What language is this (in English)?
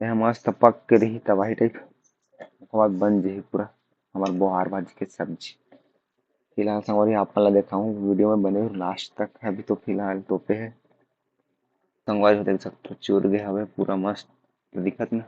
Chhattisgarhi